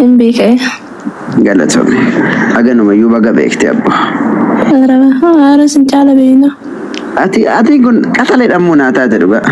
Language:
Oromo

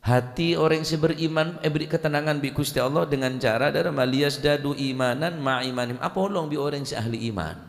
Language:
Madurese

